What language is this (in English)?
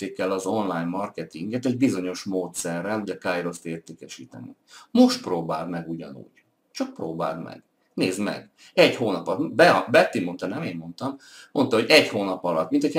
Hungarian